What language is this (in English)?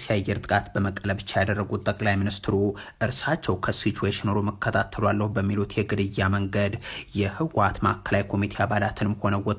Amharic